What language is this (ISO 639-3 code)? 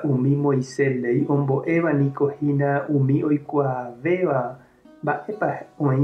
grn